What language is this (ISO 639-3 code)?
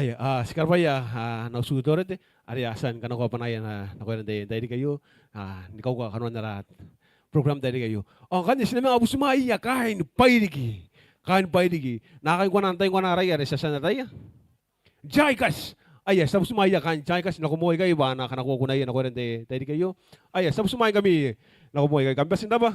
gil